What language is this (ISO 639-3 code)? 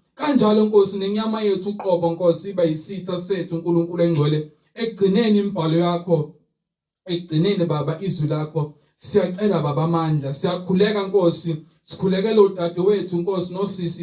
zul